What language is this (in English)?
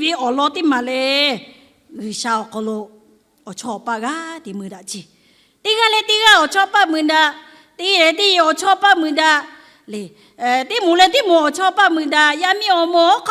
Lahu